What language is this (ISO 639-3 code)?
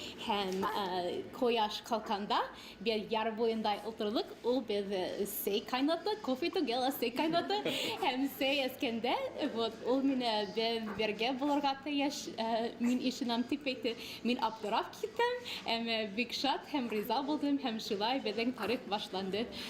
bak